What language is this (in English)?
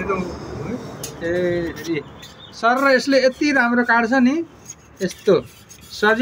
Nepali